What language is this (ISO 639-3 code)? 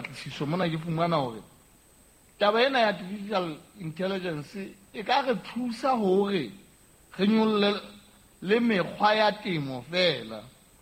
sot